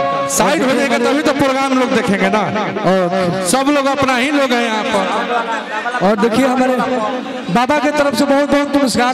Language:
Bhojpuri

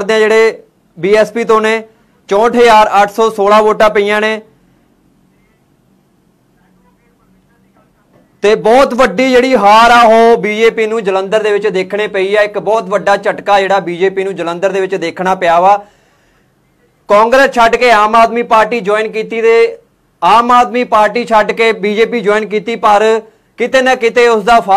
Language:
Punjabi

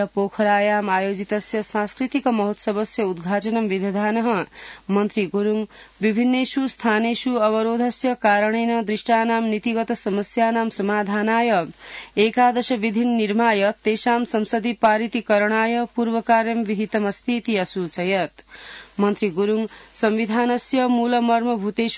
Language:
Sanskrit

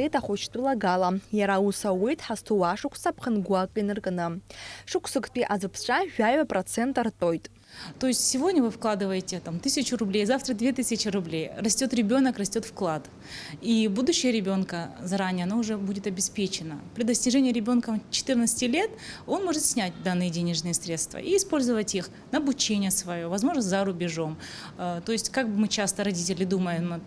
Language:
Abkhazian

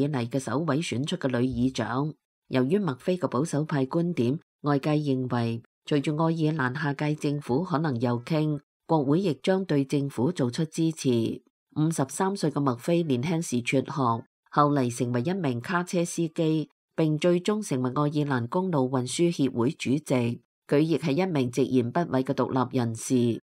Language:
Cantonese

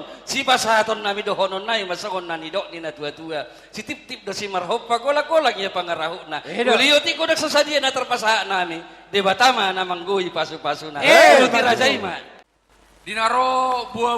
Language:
Batak Toba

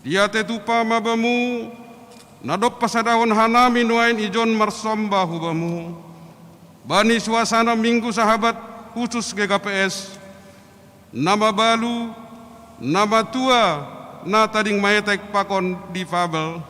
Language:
Batak Simalungun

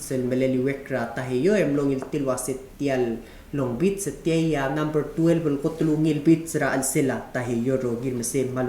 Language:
Palauan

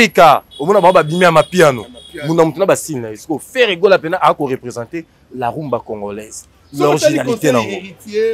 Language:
Lingala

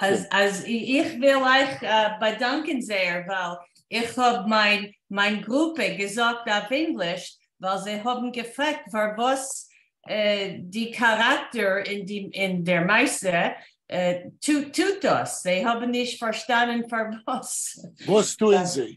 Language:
Yiddish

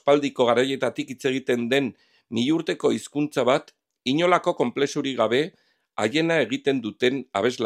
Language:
Basque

